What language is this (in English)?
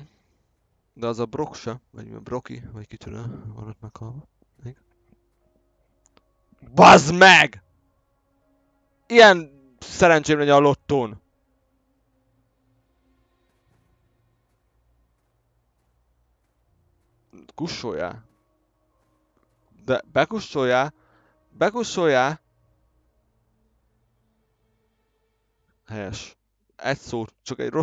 Hungarian